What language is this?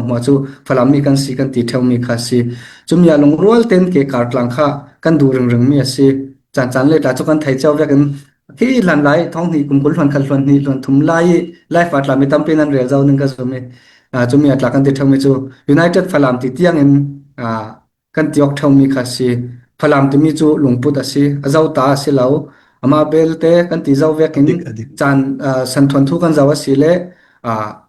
Falam Chin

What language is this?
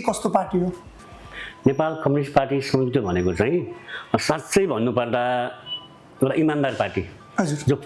Nepali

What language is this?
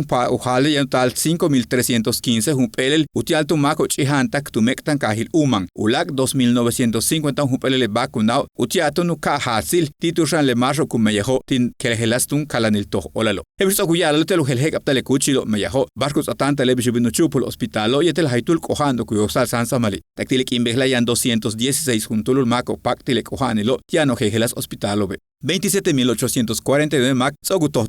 Yucateco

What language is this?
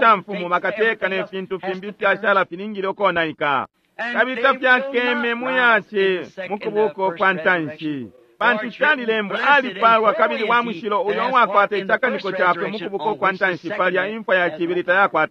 Bemba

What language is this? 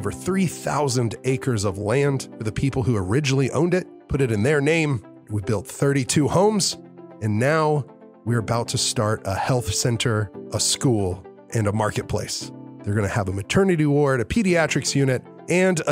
English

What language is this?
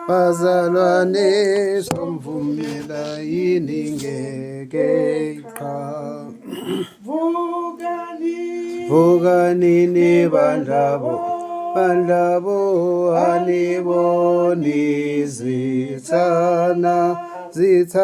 Zulu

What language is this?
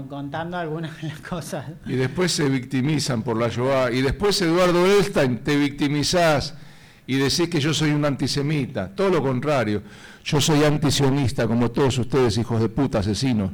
Spanish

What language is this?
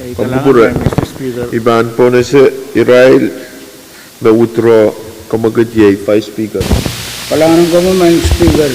Pohnpeian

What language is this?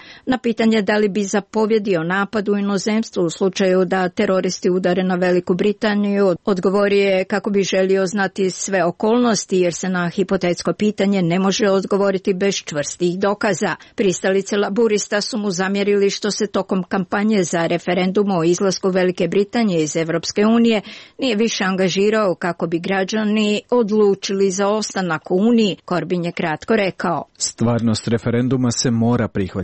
Serbian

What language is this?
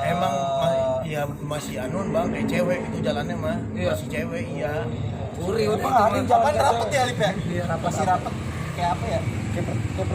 Betawi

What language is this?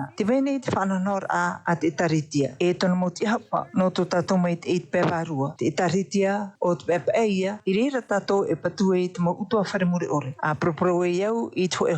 Tahitian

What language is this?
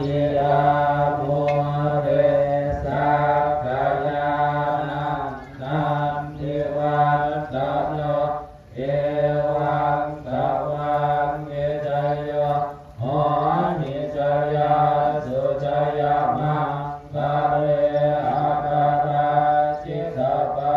Pali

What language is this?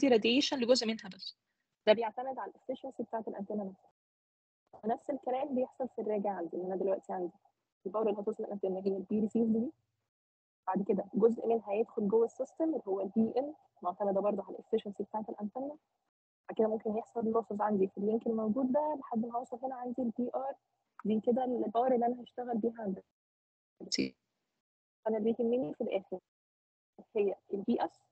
Egyptian Arabic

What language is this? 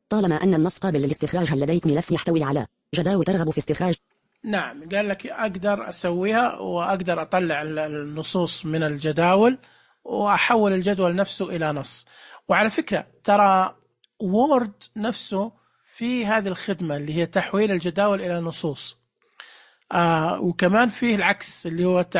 Najdi Arabic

